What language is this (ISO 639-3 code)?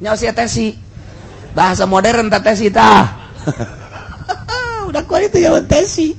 sun